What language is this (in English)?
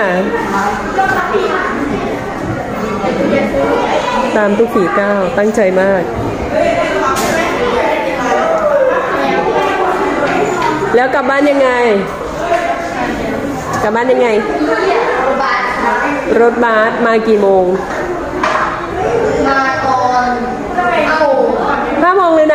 Thai